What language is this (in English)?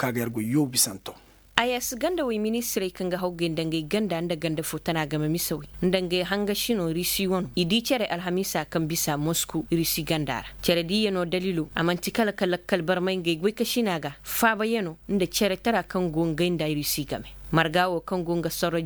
Koyraboro Senni